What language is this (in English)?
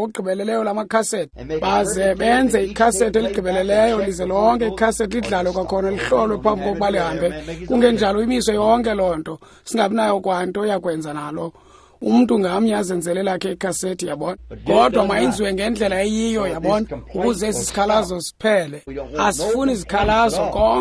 Xhosa